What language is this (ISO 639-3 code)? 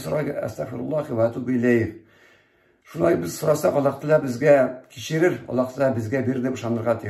tat